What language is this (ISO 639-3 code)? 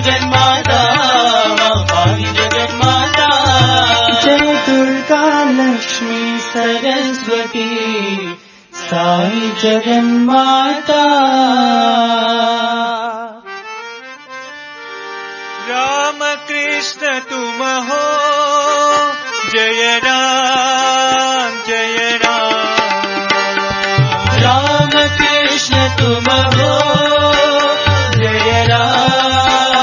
tel